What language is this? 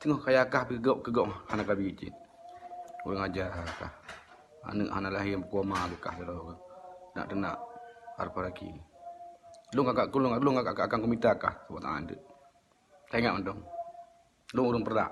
Achinese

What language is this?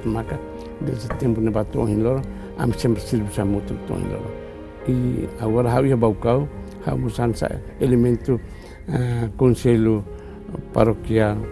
Tetum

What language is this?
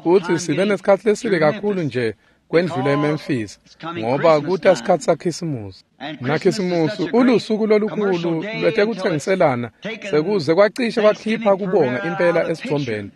Swati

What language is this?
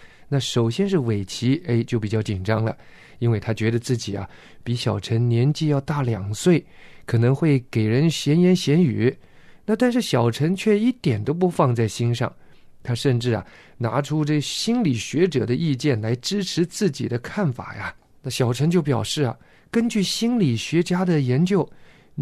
Chinese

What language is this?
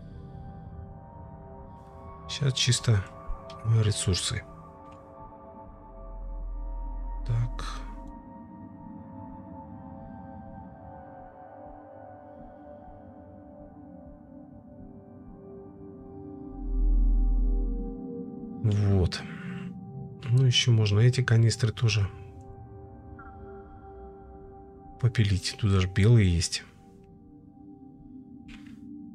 Russian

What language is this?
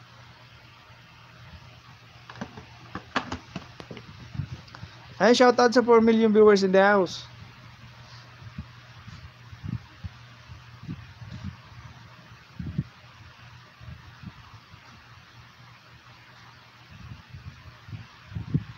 Filipino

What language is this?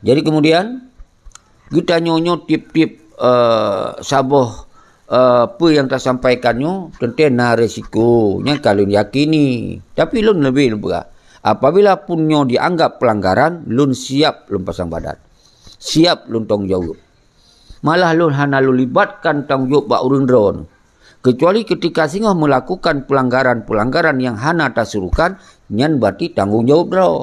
Achinese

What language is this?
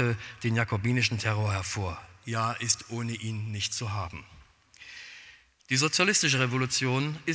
German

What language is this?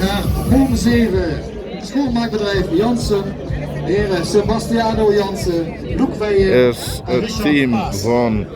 Limburgish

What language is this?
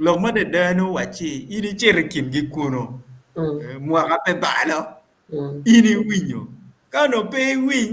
Acoli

